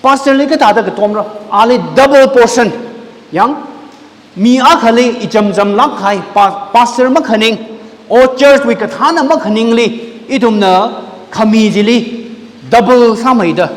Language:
Tangkhul Naga (India)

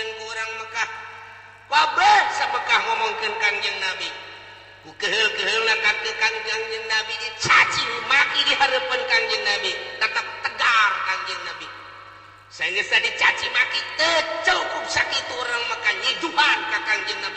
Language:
Sundanese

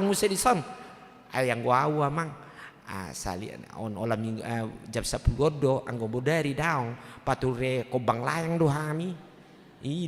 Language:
Batak Toba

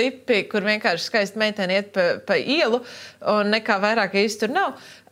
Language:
Latvian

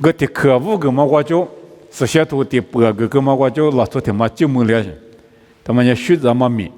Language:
Lisu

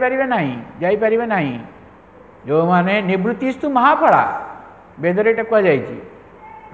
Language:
Odia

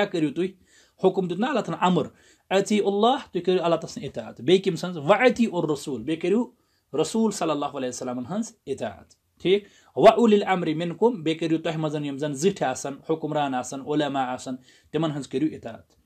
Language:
Kashmiri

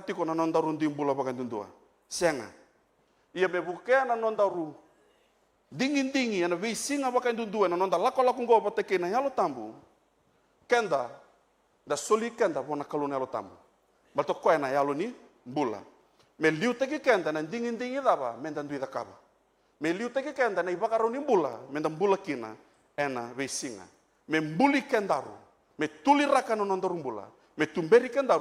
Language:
Fijian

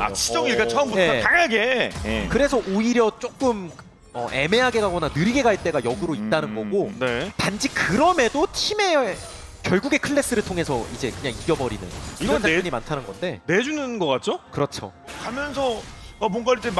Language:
Korean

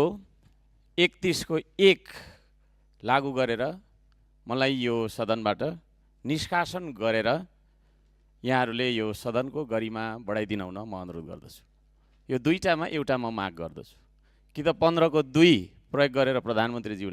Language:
Nepali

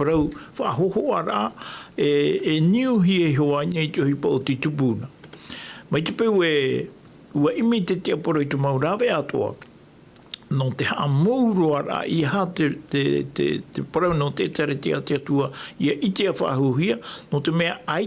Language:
Tahitian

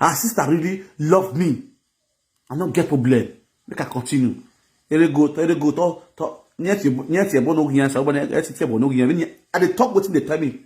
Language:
Nigerian Pidgin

